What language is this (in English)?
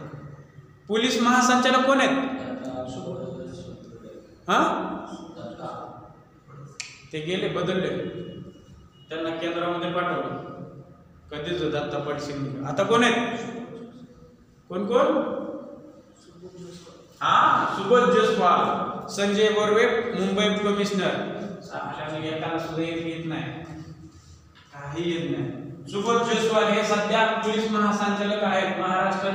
Marathi